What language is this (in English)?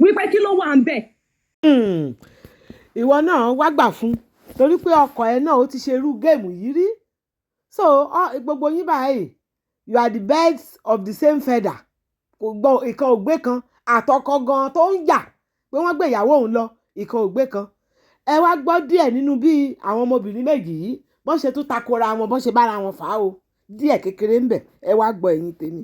Yoruba